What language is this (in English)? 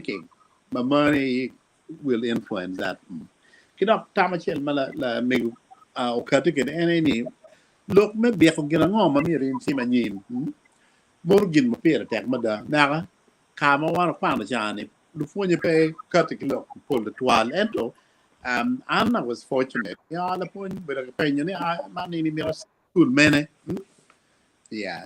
Acoli